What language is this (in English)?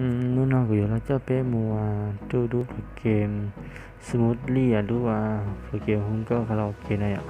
Hmong